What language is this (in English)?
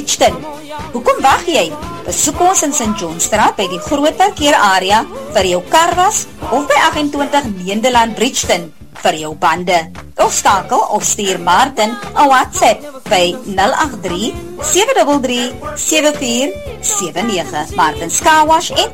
Afrikaans